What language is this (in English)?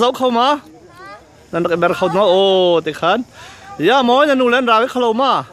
Hakha Chin